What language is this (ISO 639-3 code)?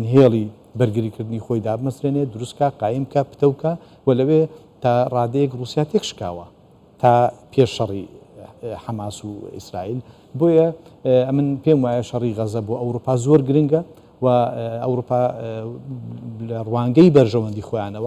ckb